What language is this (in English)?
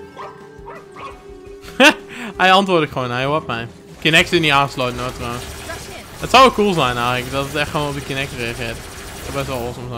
Dutch